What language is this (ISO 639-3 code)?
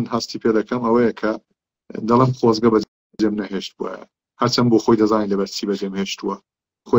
ckb